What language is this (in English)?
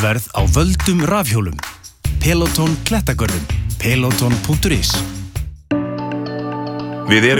Icelandic